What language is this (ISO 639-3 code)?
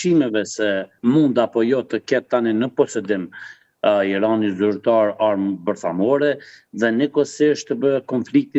sqi